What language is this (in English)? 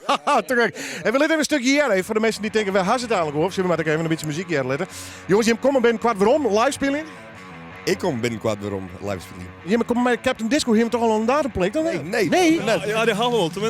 Western Frisian